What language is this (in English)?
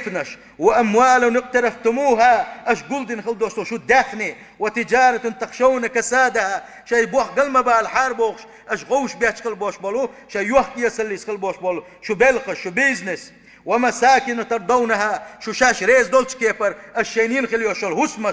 Chechen